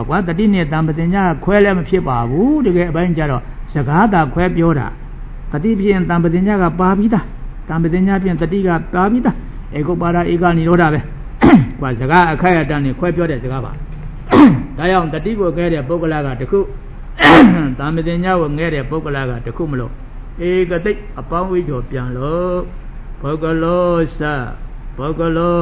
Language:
Burmese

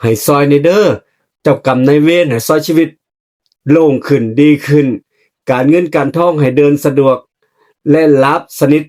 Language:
Northeastern Thai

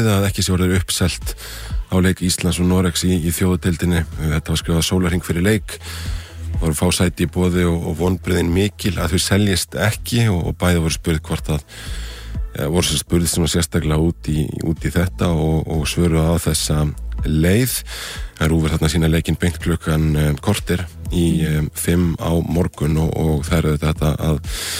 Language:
Icelandic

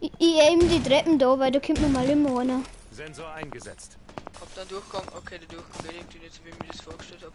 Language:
Bavarian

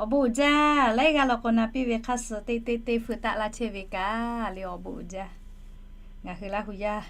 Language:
Lahu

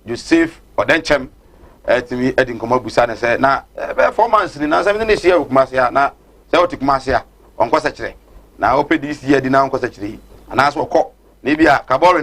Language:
Akan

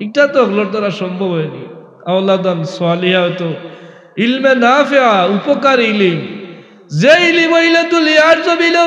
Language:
Sylheti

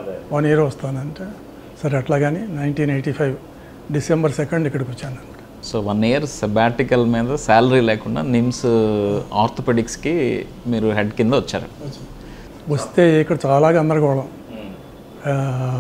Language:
Telugu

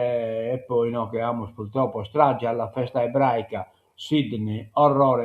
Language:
Sardinian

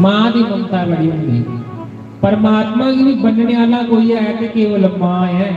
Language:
Dogri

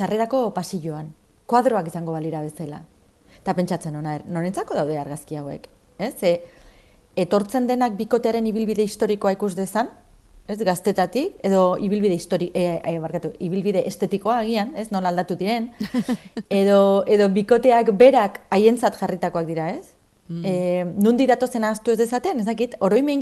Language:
Basque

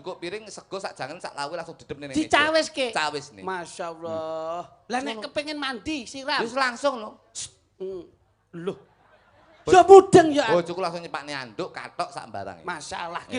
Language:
Javanese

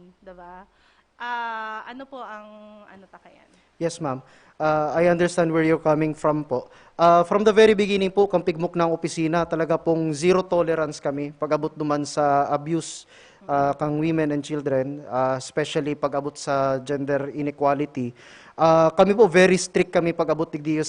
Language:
Bikol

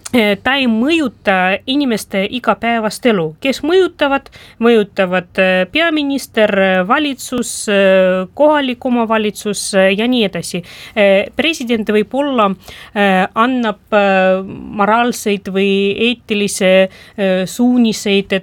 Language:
Estonian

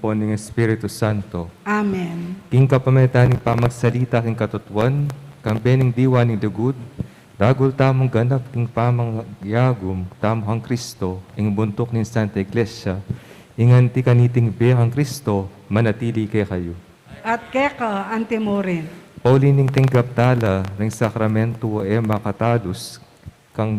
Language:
Pampanga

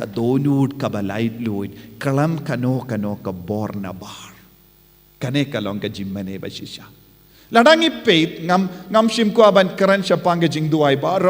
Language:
Khasi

